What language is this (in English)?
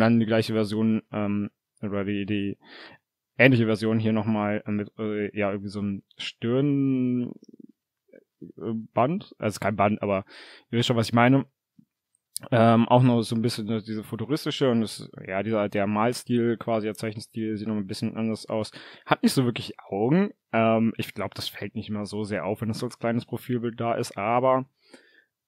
German